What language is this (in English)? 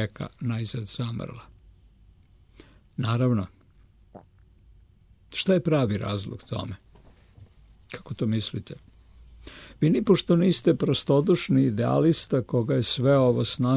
Serbian